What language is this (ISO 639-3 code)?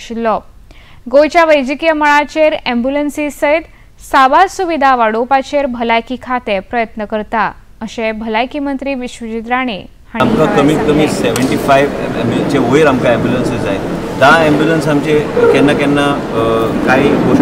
kok